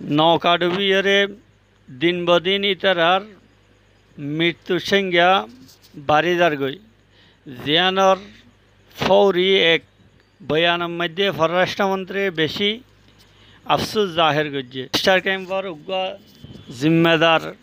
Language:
Rohingya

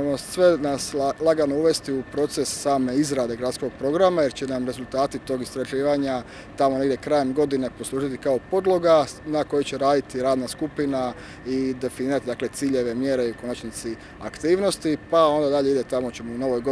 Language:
Croatian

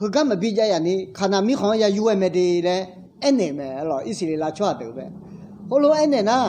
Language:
Akha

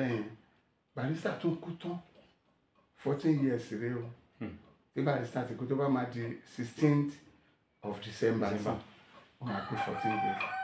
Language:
Yoruba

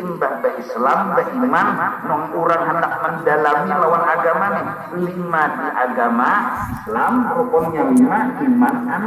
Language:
Banjar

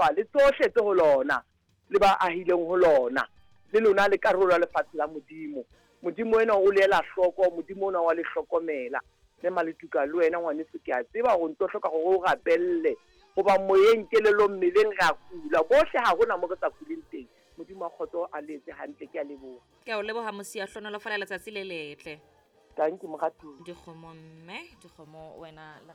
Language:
Southern Sotho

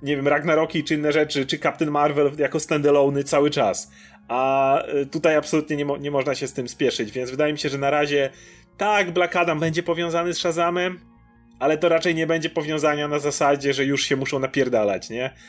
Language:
Polish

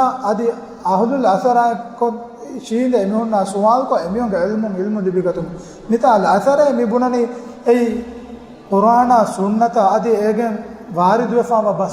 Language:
Divehi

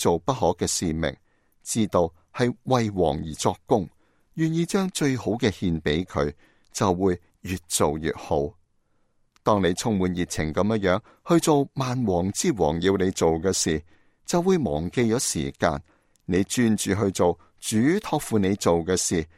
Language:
Cantonese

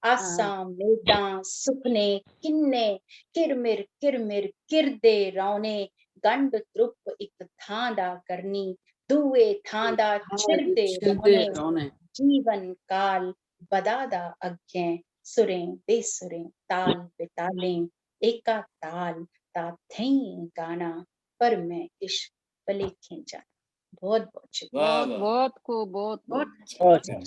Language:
Dogri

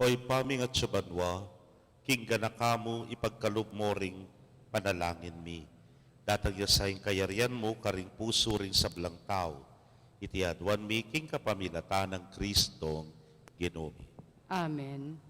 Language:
Pampanga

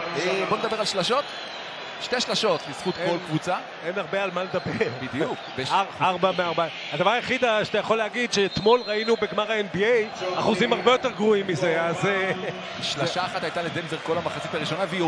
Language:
Hebrew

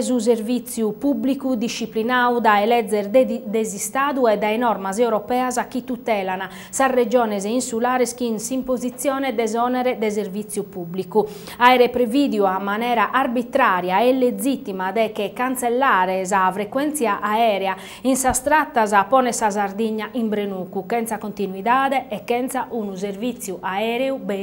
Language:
Sardinian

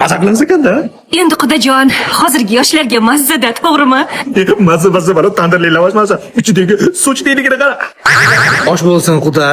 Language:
Uzbek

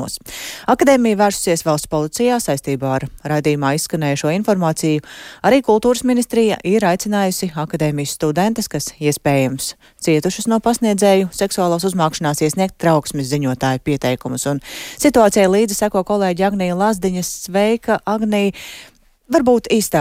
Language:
Latvian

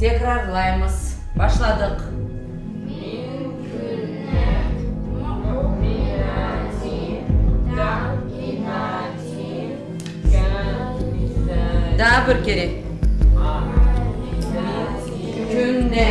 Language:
Crimean Tatar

